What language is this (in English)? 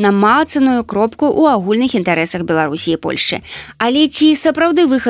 Belarusian